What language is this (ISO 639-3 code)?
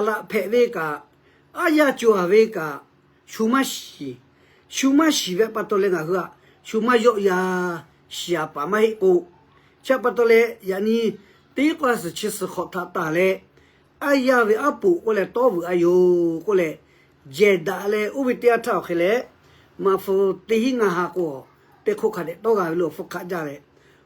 lhu